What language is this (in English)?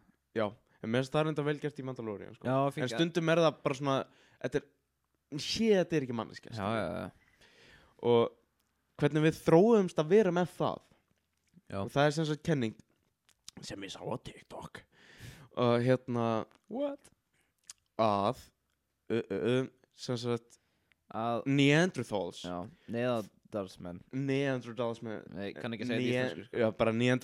Icelandic